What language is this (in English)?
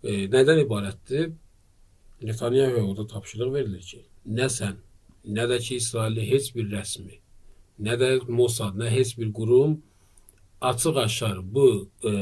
Azerbaijani